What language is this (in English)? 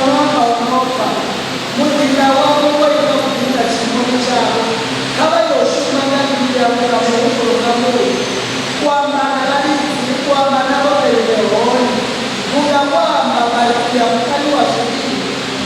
Venda